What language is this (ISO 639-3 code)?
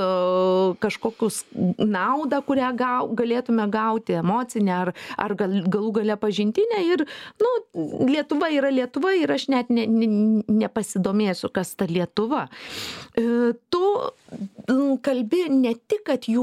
lit